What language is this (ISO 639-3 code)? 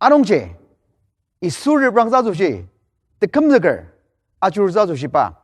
njo